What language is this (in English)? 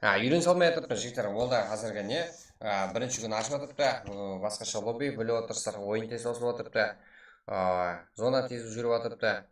Kara-Kalpak